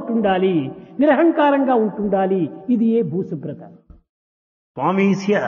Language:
Telugu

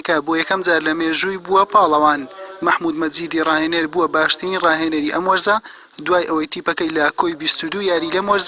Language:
Central Kurdish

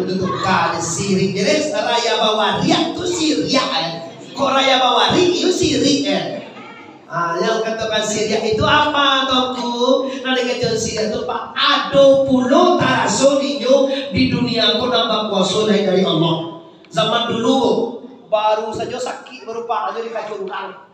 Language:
Minangkabau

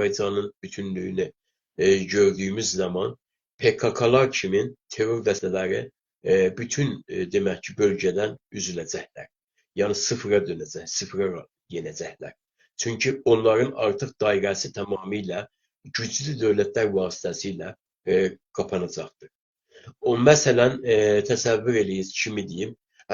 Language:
South Azerbaijani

